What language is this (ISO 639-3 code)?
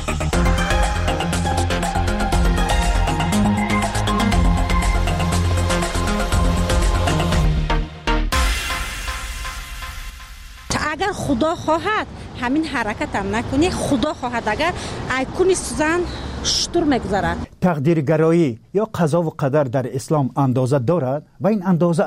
fas